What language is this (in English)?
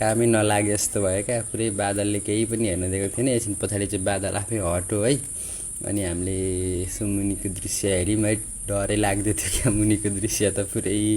Nepali